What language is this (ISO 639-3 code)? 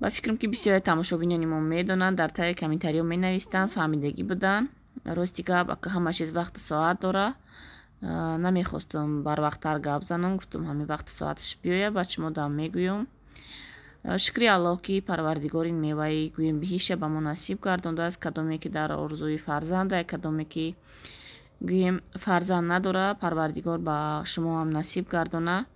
tgk